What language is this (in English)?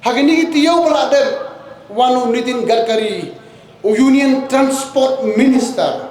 Khasi